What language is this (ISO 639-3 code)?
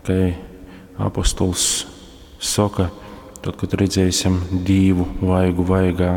ltg